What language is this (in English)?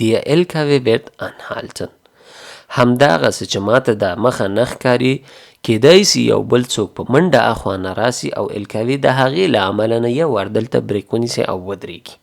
Pashto